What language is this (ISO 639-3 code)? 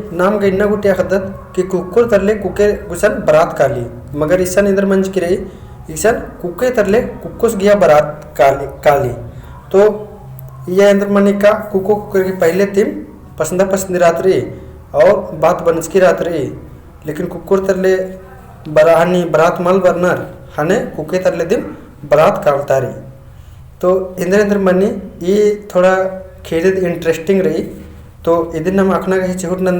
kru